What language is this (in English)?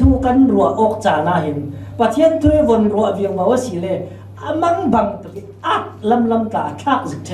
Falam Chin